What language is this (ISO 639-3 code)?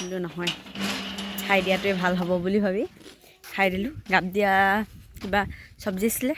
asm